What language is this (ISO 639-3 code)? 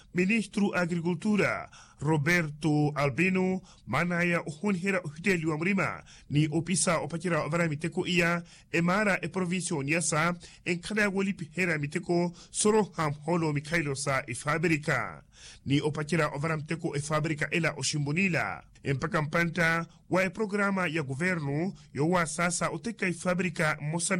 vmw